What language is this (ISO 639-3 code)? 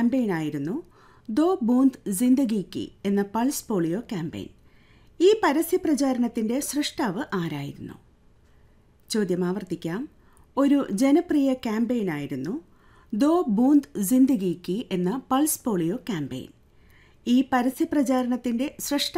mal